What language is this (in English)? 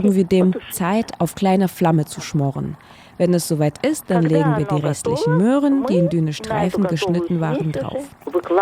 German